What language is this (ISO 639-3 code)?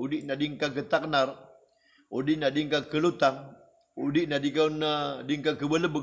mrw